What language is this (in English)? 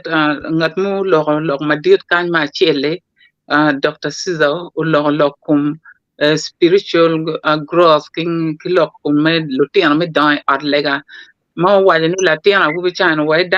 Acoli